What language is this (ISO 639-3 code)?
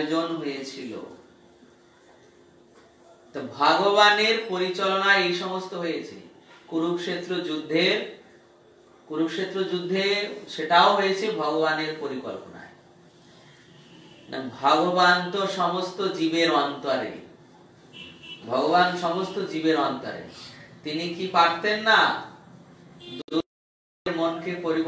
ben